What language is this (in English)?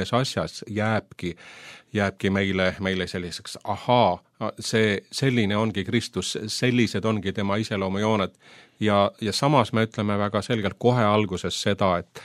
Estonian